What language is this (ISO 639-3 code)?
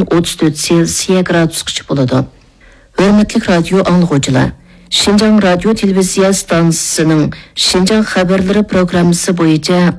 uig